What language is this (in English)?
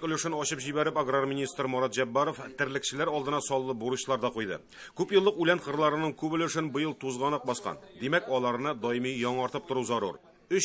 Tatar